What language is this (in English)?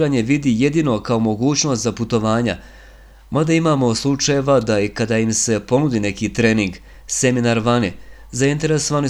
Bosnian